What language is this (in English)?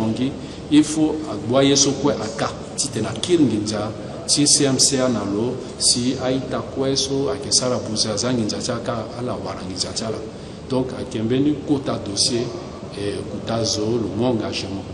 Sango